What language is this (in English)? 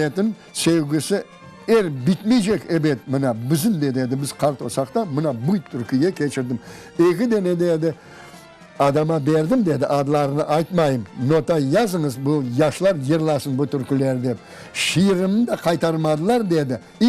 Crimean Tatar